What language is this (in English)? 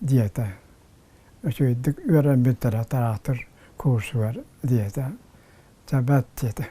Yakut